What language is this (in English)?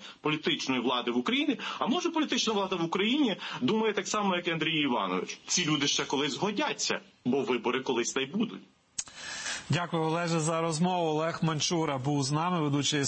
Ukrainian